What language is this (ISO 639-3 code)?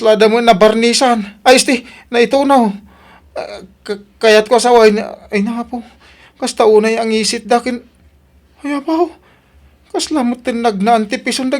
ilo